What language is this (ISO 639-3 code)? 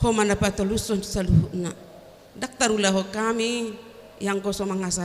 bbc